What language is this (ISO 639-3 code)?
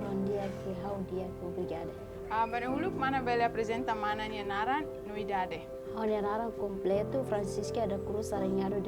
tet